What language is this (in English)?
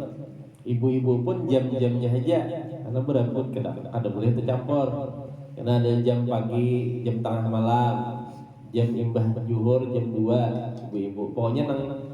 Banjar